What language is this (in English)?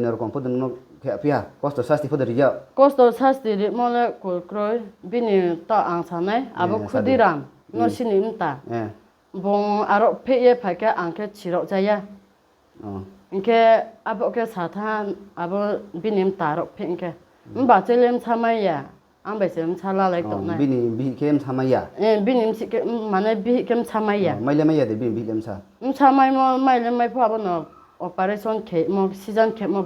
Riang (India)